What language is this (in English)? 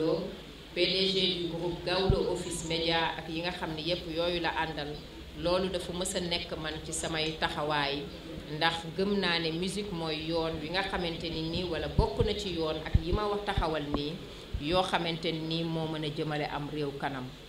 Wolof